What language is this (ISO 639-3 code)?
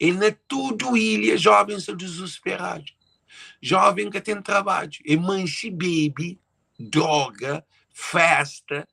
kea